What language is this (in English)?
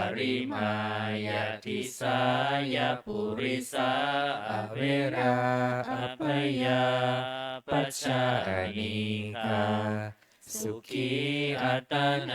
Pali